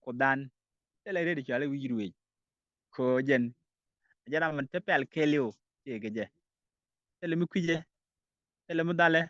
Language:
Nuer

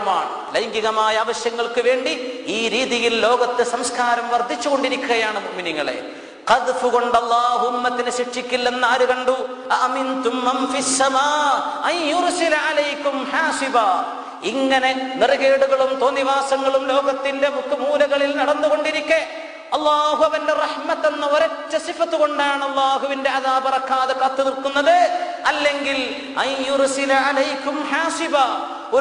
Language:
Malayalam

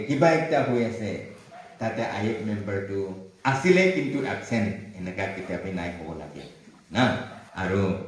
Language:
Naga Pidgin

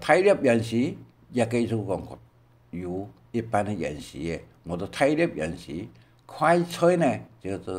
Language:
Hakka Chinese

